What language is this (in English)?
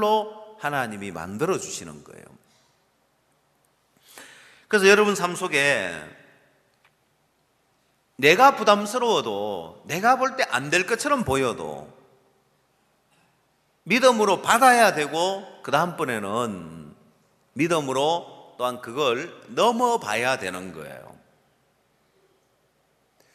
Korean